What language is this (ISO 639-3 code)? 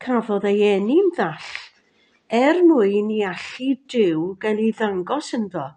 cym